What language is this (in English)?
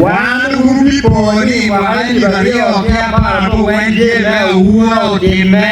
Acoli